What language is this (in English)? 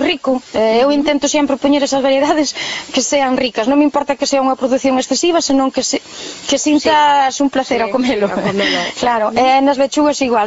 Galician